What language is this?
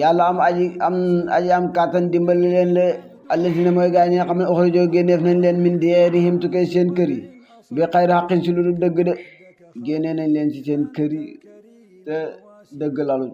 Wolof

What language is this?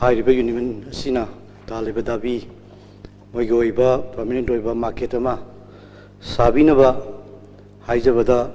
Manipuri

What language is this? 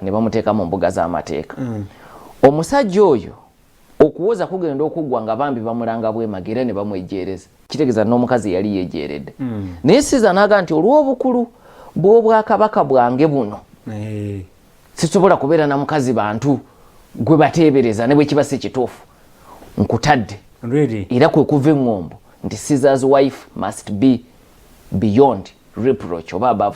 Ganda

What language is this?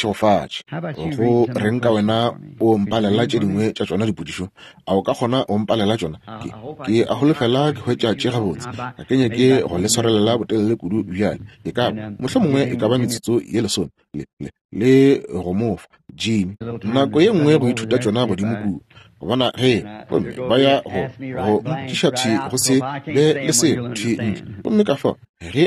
Northern Sotho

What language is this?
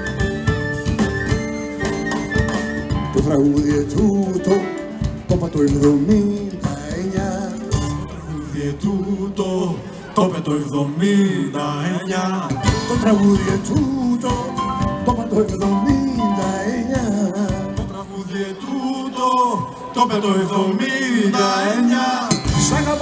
Greek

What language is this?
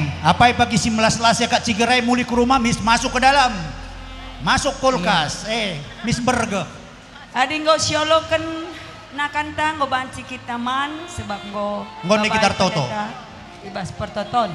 Batak Karo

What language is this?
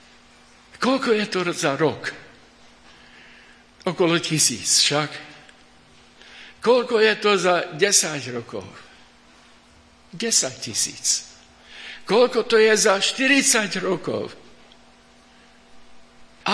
Slovak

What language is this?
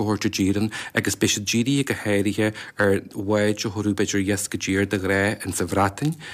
Irish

